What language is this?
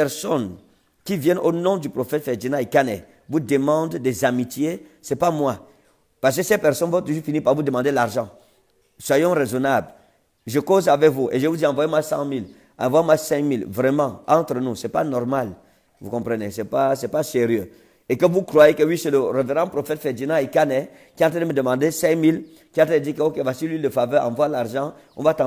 French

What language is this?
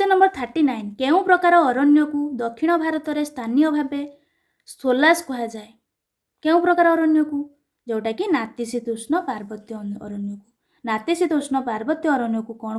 Odia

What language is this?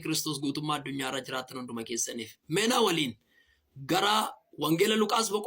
Oromo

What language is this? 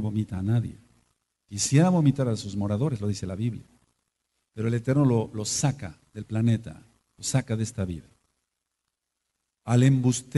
Spanish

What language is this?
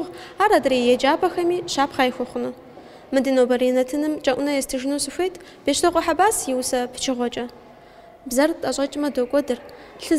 Kabardian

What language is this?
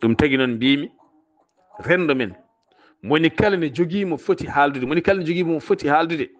Fula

